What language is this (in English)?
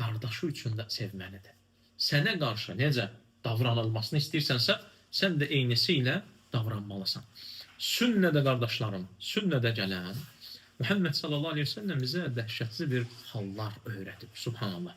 Azerbaijani